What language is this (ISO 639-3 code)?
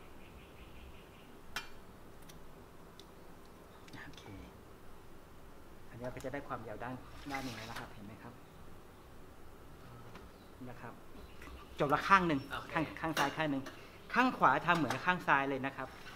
tha